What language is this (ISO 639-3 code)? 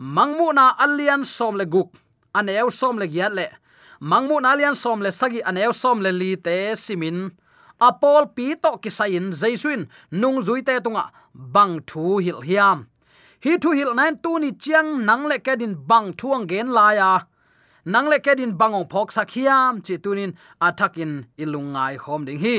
ctd